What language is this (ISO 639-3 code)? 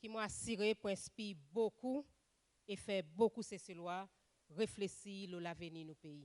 crs